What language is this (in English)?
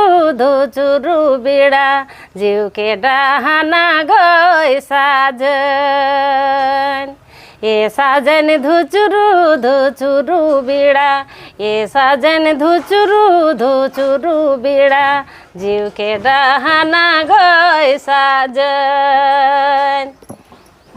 Sadri